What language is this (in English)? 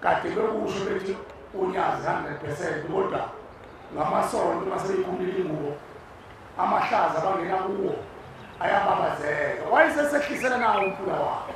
Zulu